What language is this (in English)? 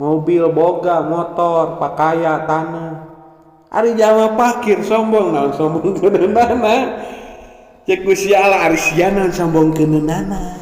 Sundanese